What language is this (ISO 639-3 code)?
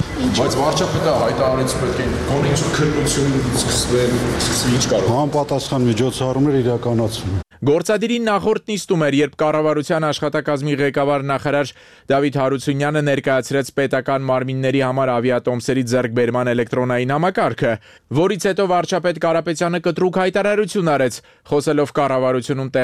hye